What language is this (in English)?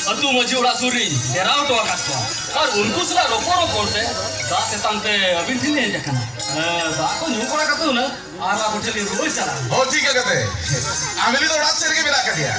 Santali